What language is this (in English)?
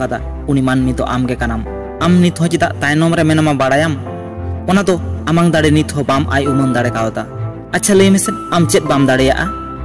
Santali